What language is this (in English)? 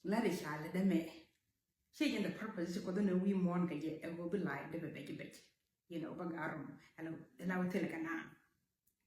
Nuer